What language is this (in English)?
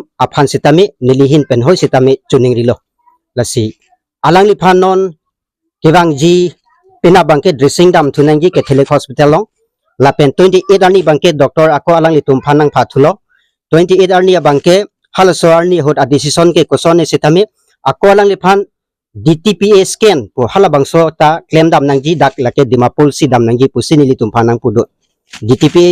Karbi